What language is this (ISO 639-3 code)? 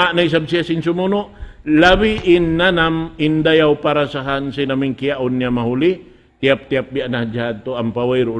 tsg